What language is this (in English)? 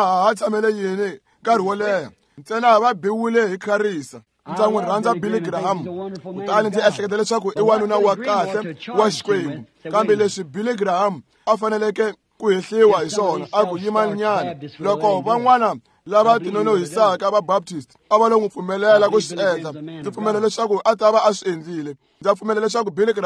Tsonga